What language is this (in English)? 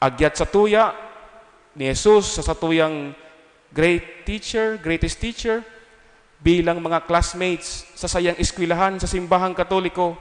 Bikol